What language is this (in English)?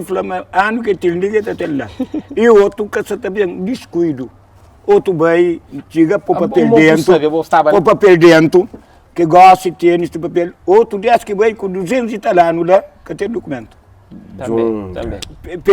Kabuverdianu